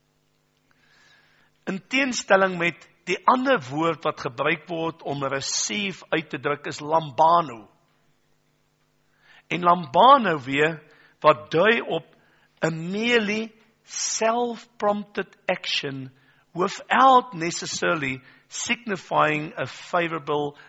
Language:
Afrikaans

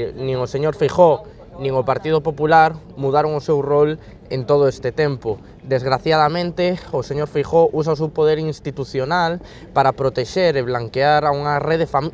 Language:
Galician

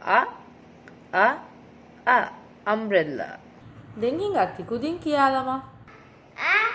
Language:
Divehi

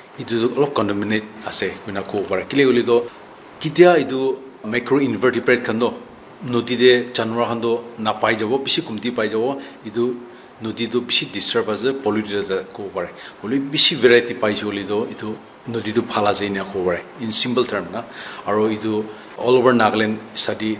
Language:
Naga Pidgin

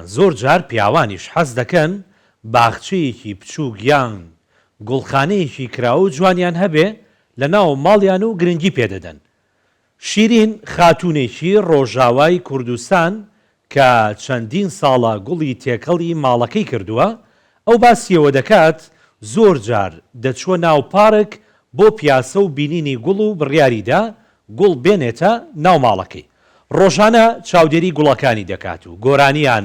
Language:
Central Kurdish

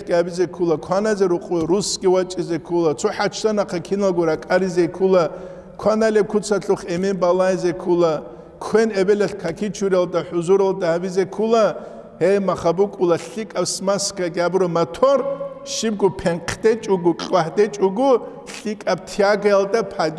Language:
Avaric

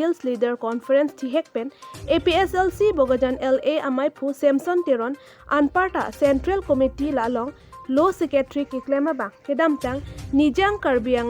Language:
Karbi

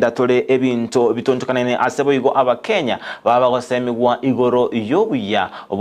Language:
Gusii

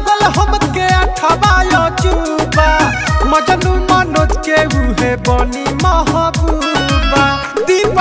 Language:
Bhojpuri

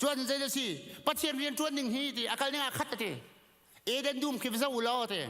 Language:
Hakha Chin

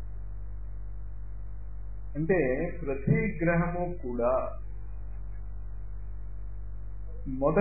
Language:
Telugu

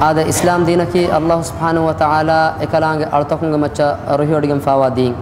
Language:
Divehi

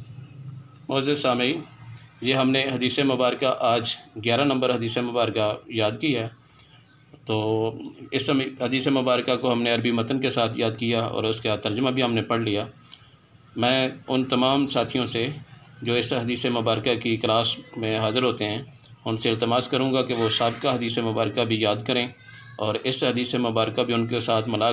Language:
Urdu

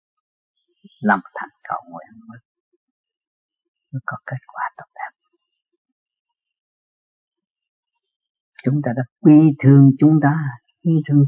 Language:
Vietnamese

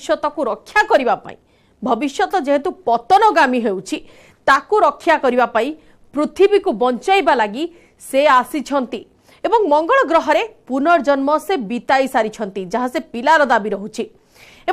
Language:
Odia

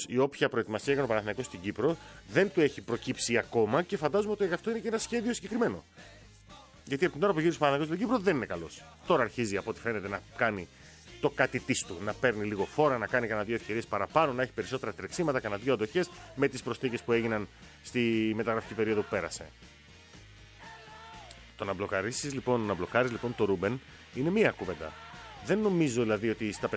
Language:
Greek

